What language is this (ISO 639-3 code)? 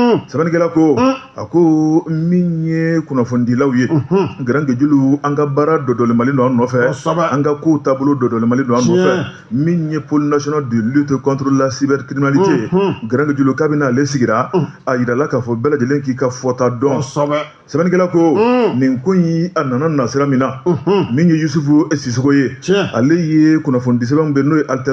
bam